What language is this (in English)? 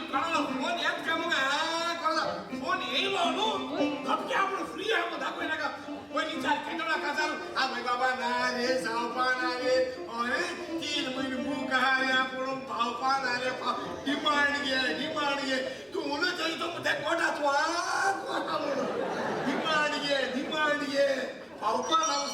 Konkani